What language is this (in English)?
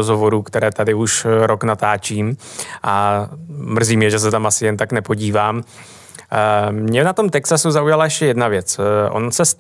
Czech